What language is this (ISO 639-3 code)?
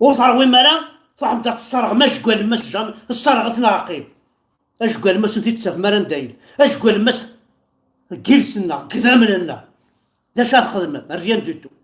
kab